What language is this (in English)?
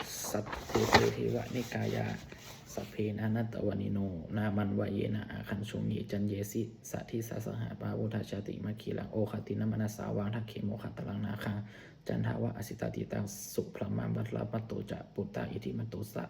Pali